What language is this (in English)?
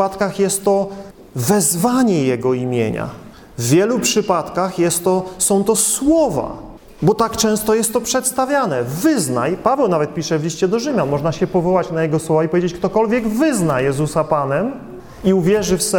Polish